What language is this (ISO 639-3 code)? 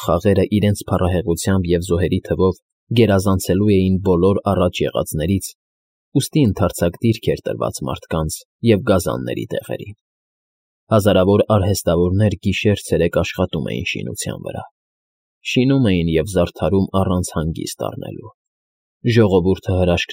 hye